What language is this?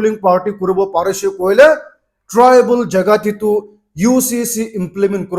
Naga Pidgin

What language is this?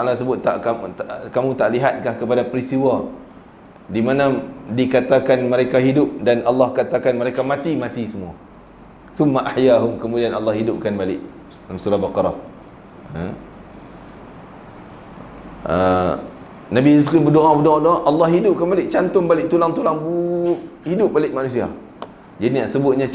Malay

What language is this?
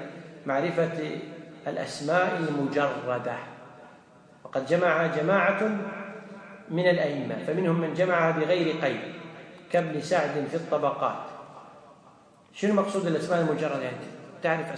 Arabic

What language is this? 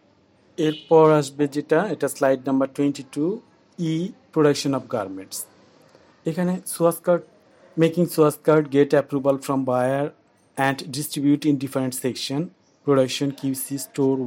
Bangla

